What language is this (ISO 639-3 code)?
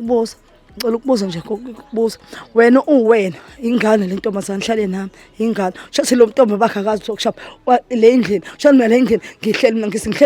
zul